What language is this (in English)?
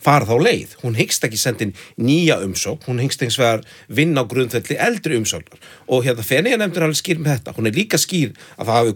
Icelandic